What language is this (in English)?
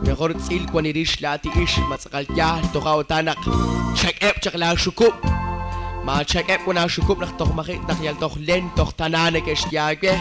Kekchí